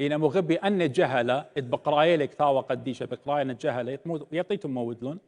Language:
Assyrian Neo-Aramaic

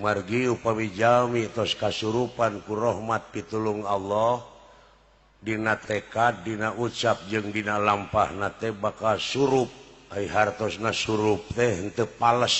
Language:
Sundanese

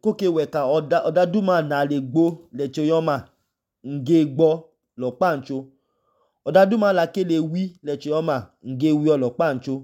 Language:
Idoma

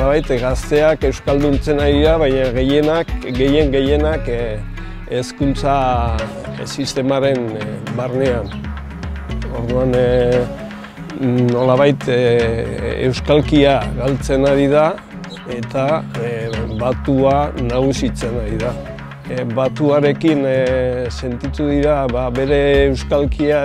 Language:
Basque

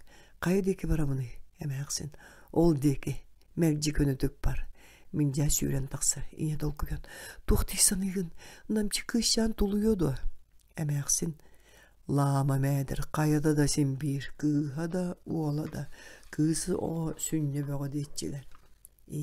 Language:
Yakut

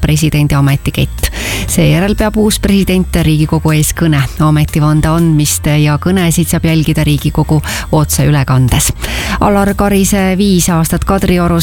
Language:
Estonian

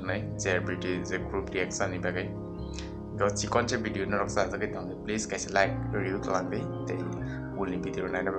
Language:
Kok Borok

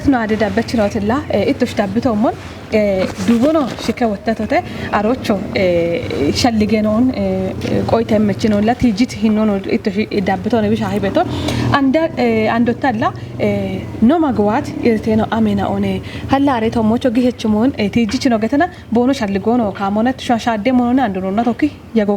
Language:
Kafa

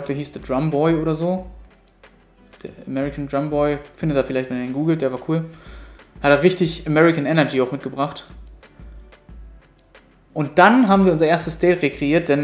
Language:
German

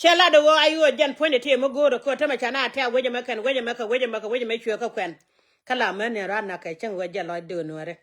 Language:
Nuer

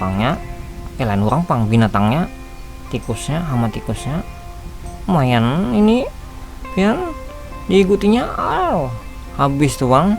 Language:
Banjar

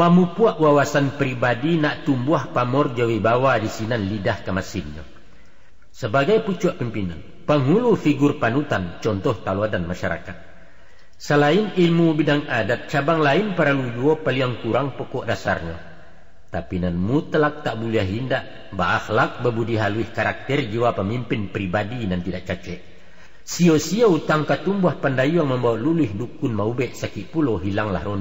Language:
Minangkabau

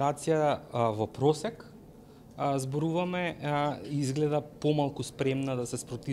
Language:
Macedonian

